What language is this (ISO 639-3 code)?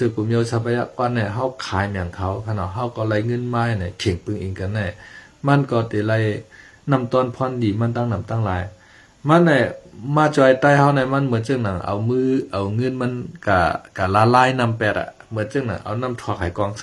shn